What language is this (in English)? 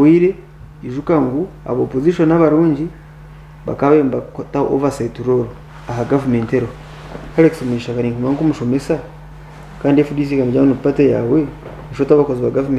Nyankole